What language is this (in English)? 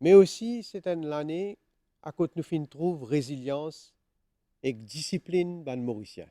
Morisyen